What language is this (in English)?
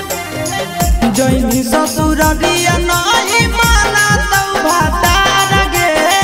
Magahi